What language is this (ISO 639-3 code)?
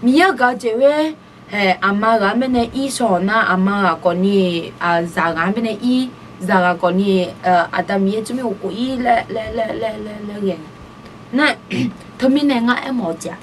ahk